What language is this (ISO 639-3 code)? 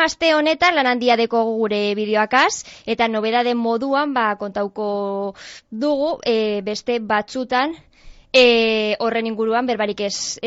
eus